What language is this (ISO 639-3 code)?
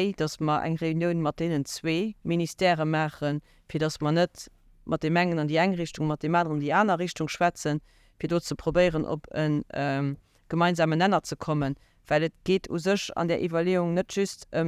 ltz